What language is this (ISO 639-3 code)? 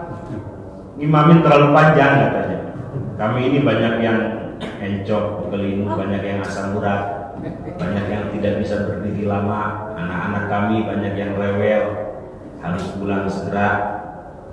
ind